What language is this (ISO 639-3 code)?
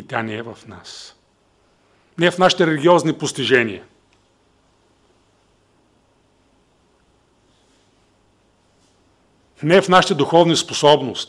bul